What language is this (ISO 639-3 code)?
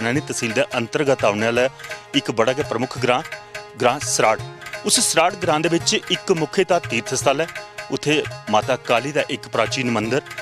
doi